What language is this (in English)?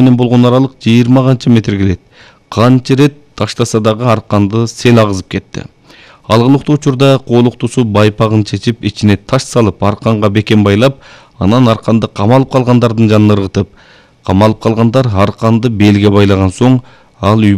Kyrgyz